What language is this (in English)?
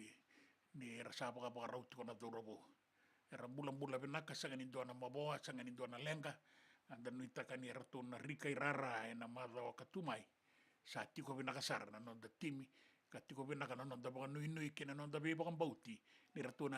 Fijian